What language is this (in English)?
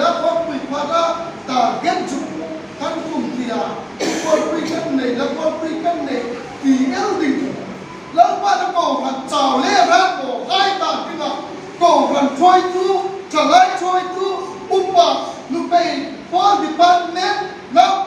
Hmar